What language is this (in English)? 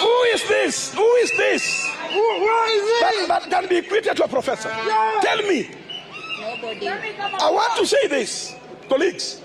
Gusii